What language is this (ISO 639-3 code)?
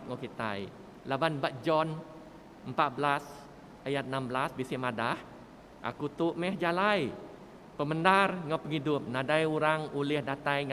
iba